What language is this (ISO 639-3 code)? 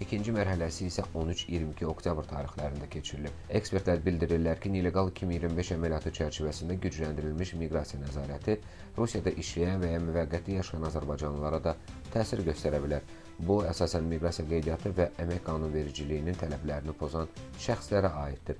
aze